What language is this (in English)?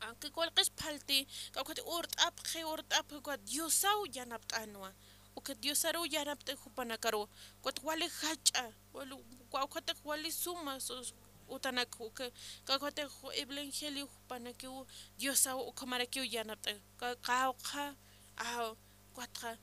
Aymara